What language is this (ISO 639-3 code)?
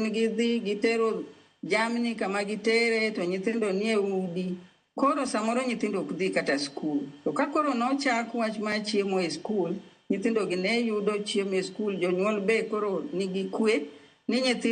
luo